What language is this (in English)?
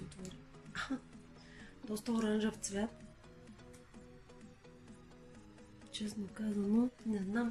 Bulgarian